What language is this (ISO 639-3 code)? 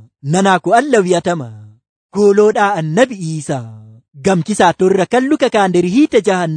fuv